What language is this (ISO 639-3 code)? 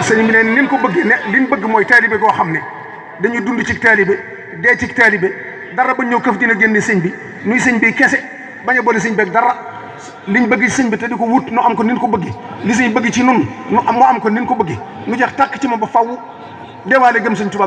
wol